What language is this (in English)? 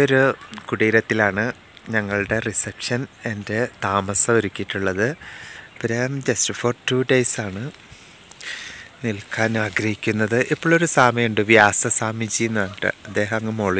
Malayalam